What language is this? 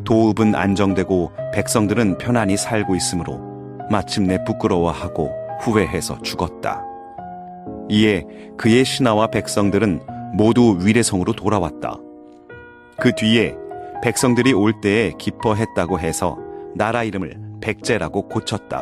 Korean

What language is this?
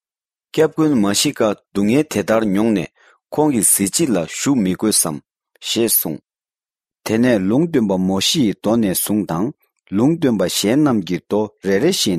Tibetan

